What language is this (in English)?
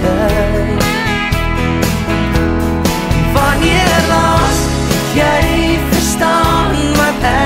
Afrikaans